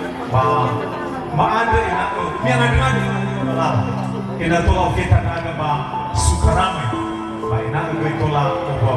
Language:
Nias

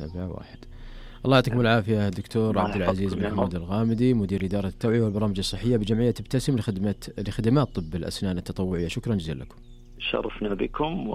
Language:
Najdi Arabic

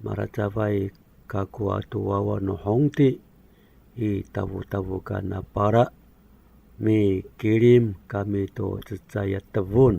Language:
Amis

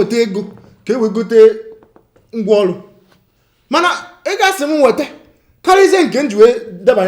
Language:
Igbo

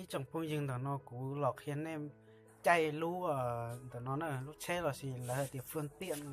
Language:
Hmong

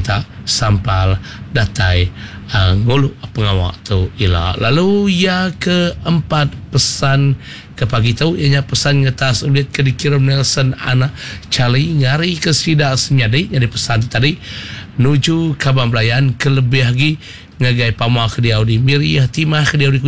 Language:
Iban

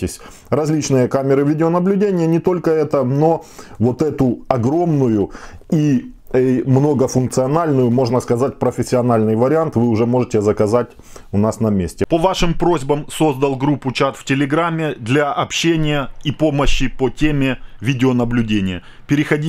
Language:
Russian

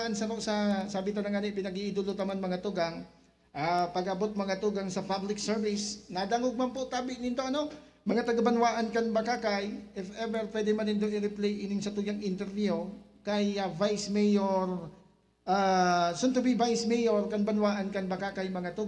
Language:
Bikol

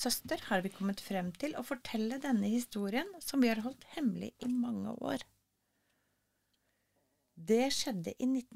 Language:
Norwegian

